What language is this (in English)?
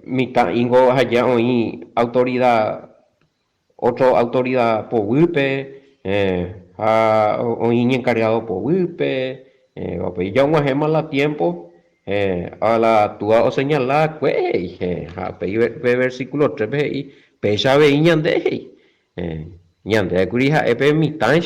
Guarani